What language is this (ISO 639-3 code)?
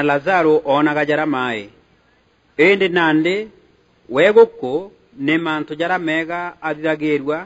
mer